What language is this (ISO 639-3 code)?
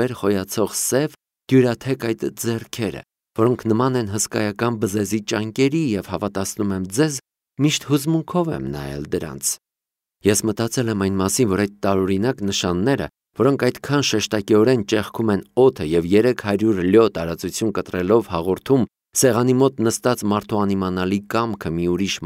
hye